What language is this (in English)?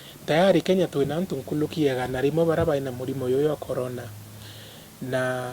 Meru